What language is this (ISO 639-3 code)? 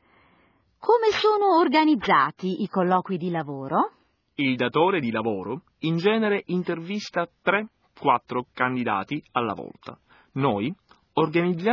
ita